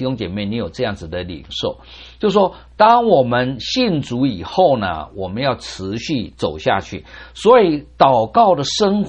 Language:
Chinese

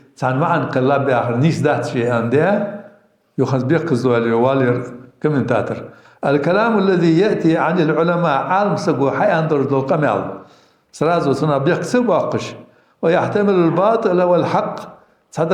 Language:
Ingush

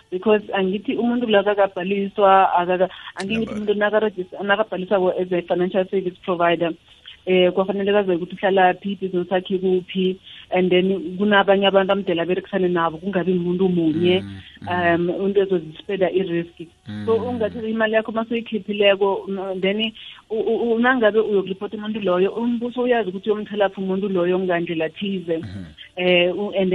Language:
South Ndebele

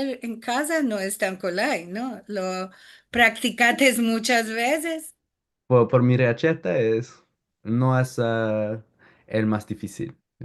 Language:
Ladino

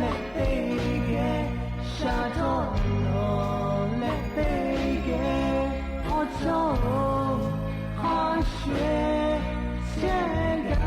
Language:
Lahu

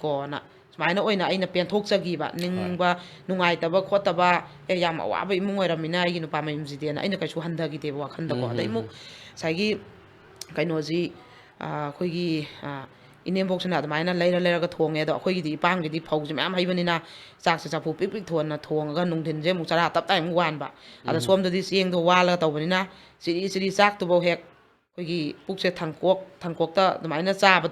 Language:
Manipuri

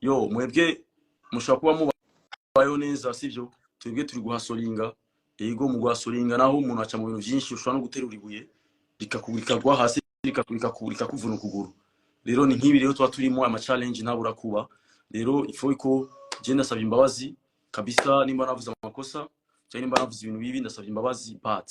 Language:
Rundi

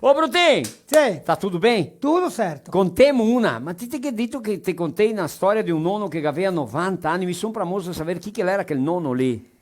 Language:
Venetian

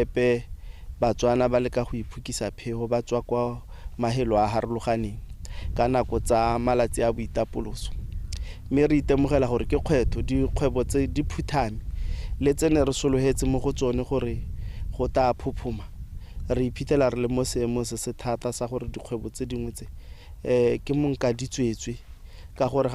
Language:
Tswana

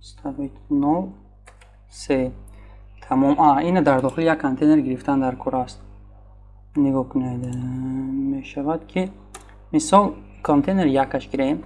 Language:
Tajik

